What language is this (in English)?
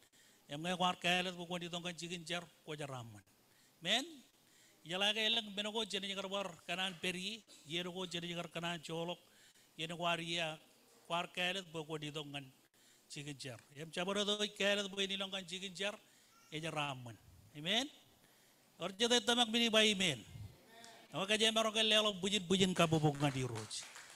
Marshallese